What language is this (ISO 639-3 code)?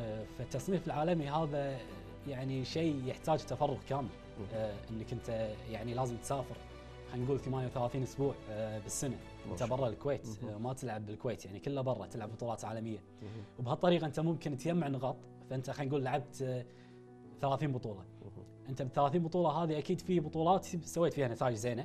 afb